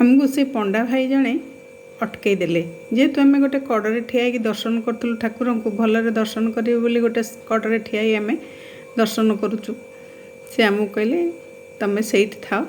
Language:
Odia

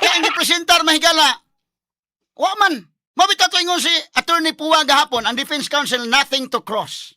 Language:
Cebuano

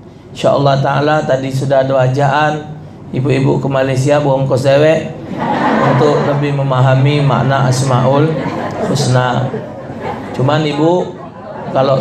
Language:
Musi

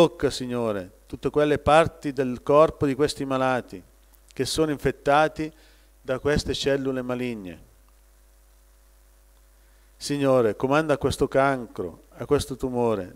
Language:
Italian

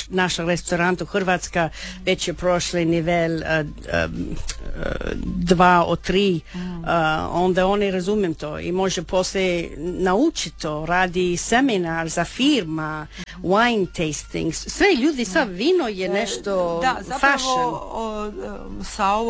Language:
Croatian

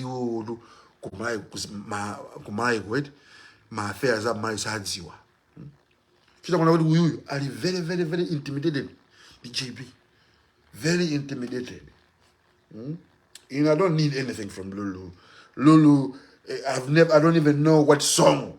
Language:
Nyanja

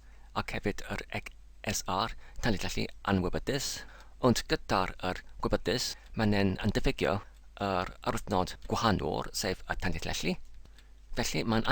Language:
Welsh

